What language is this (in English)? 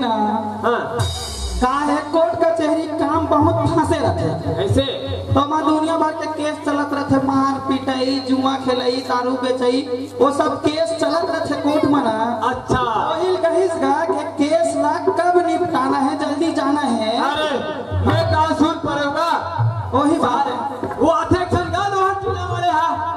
Chhattisgarhi